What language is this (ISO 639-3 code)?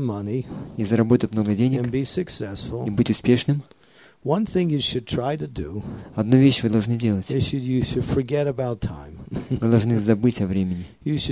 rus